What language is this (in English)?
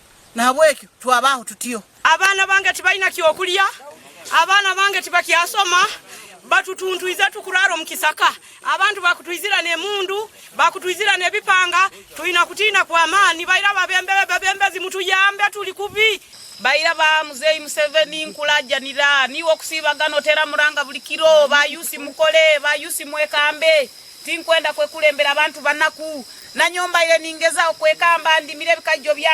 Nyankole